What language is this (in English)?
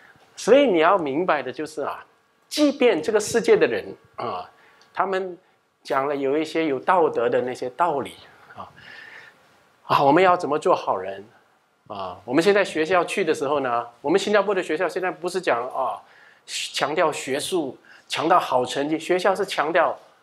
Chinese